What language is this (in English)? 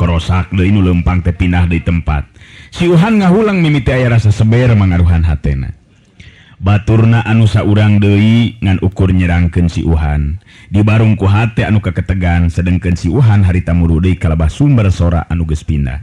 Sundanese